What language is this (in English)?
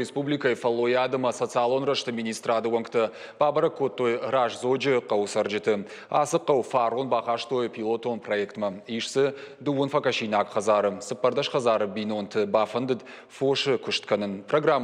Ossetic